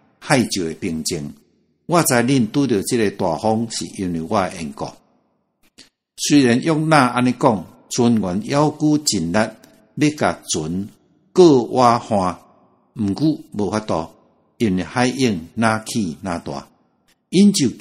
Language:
Min Nan Chinese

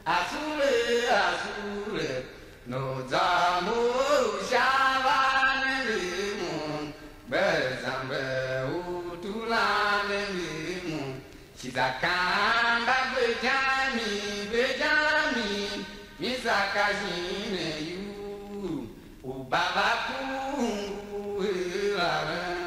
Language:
Tiv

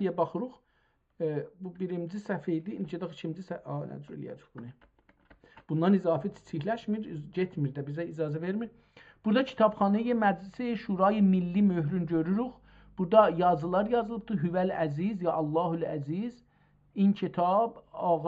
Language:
South Azerbaijani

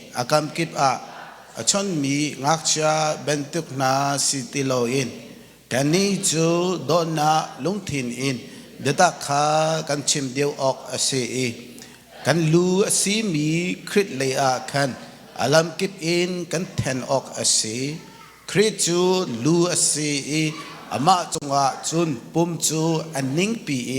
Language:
Hakha Chin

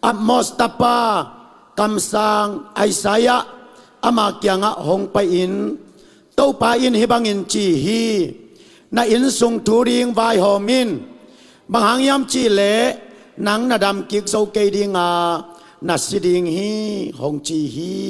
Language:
Tedim Chin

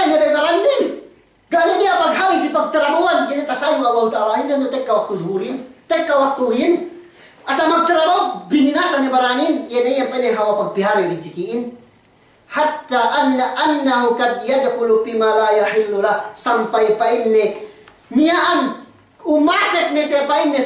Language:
Yakan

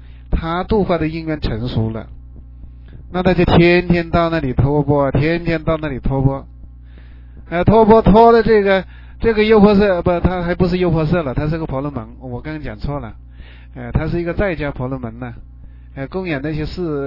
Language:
Chinese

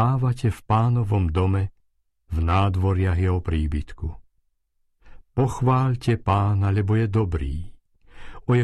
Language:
Slovak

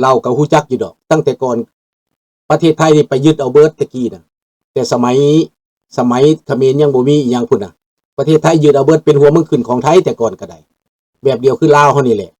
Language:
Lao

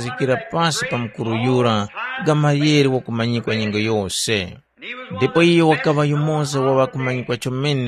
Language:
Tumbuka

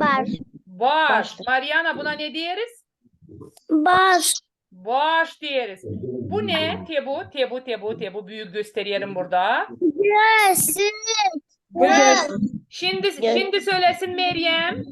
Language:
Gagauz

